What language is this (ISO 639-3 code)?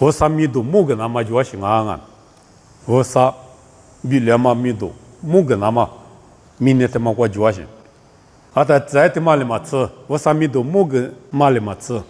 lis